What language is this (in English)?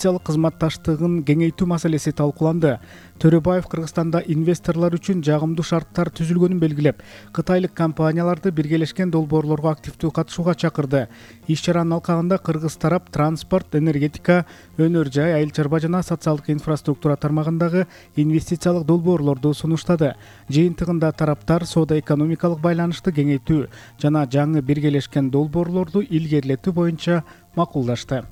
Kyrgyz